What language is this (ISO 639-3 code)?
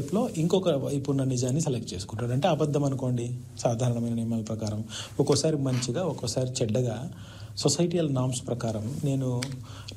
tel